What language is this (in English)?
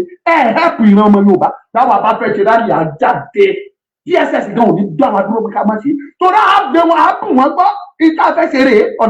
Yoruba